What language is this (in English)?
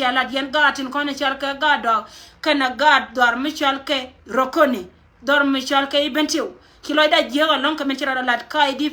Nuer